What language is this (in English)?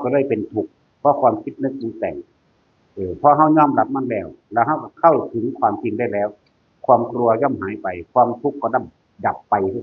Northeastern Thai